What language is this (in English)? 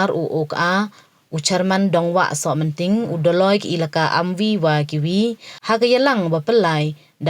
Pnar